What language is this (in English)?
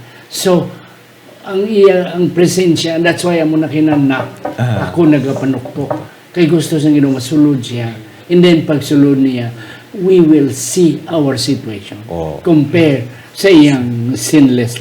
Hiligaynon